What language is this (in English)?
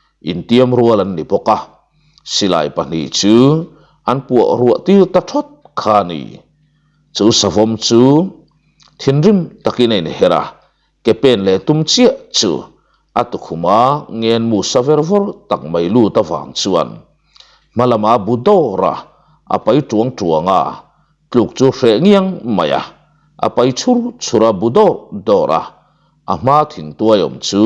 Mizo